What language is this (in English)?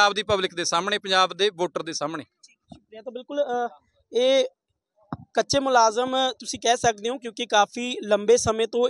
Punjabi